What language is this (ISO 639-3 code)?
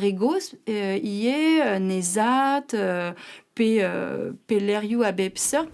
bre